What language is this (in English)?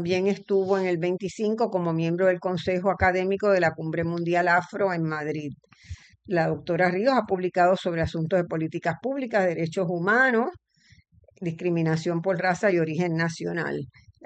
Spanish